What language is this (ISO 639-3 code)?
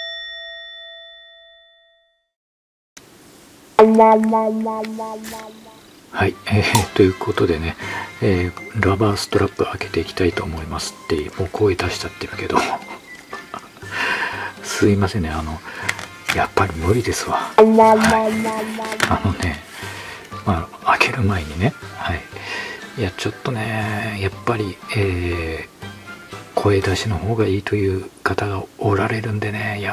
jpn